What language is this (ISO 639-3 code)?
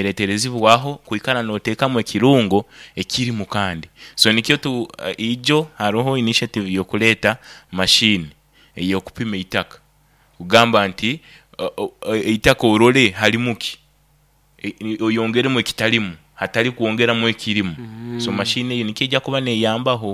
nyo